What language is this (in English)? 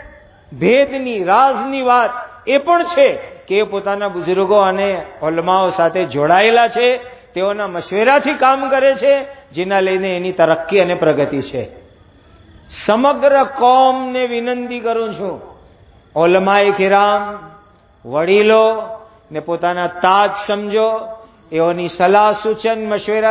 Gujarati